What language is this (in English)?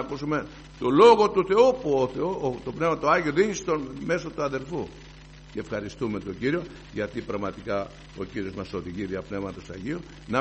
Greek